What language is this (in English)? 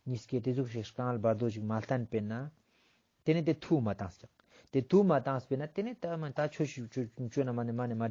Ladakhi